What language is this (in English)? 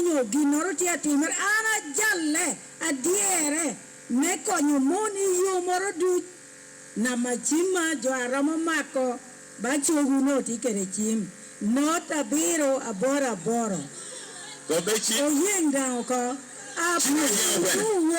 Lango (Uganda)